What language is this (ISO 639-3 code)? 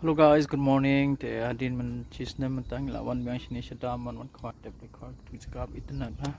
kha